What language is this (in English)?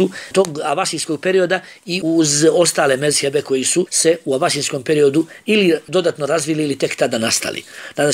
Bosnian